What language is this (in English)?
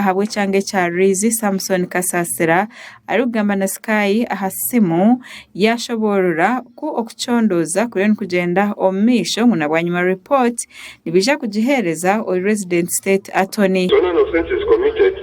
Nyankole